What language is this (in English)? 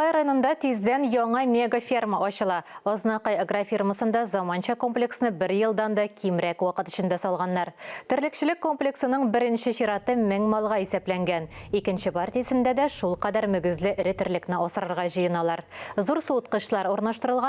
Tatar